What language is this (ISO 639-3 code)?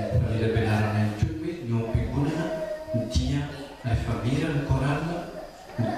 mlg